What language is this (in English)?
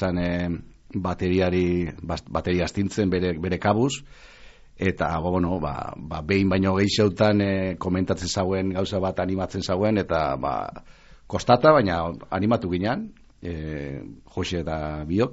Basque